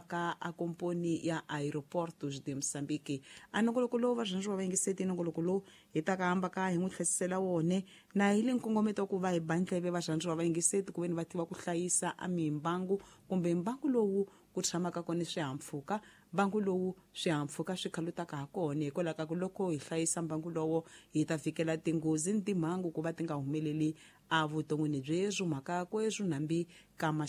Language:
Tsonga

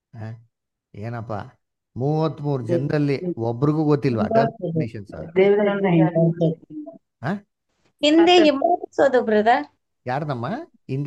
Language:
Kannada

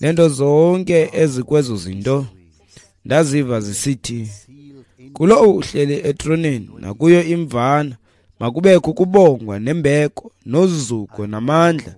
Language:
Xhosa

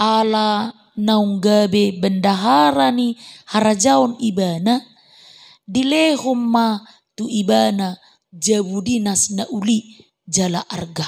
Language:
Batak Toba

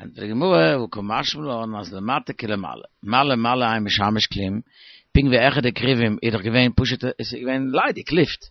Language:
Yiddish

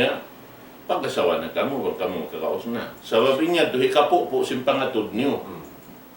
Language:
Tausug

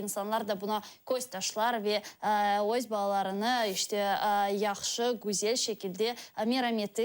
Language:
Crimean Tatar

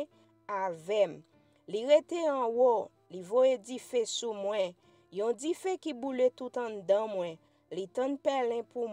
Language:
Haitian Creole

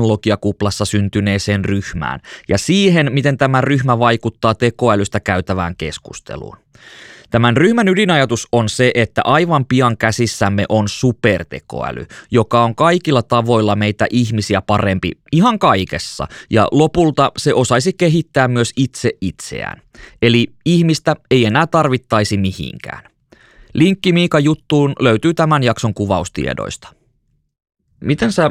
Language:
Finnish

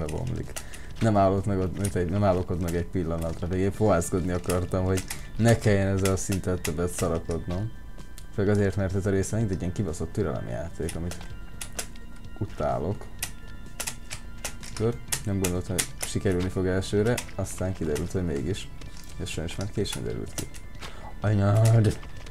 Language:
Hungarian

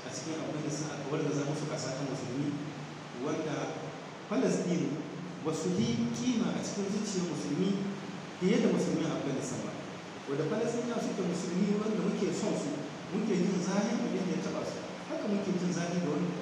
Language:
Hausa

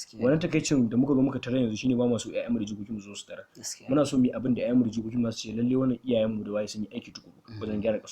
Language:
Hausa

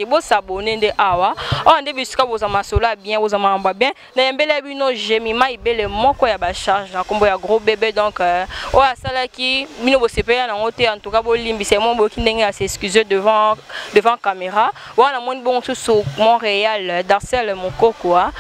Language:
Lingala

